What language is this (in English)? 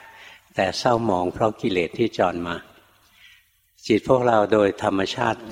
Thai